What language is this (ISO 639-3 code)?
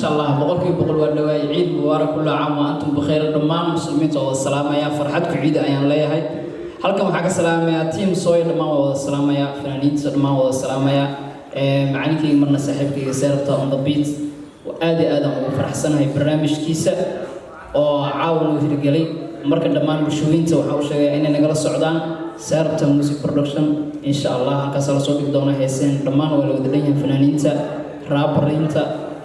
som